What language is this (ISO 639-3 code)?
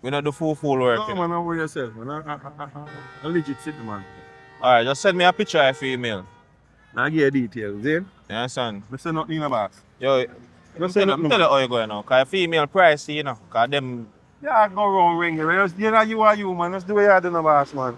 jam